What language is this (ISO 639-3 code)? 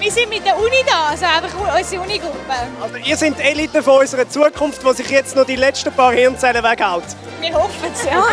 gsw